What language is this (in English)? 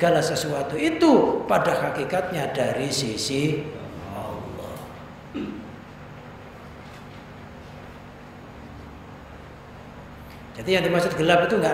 Indonesian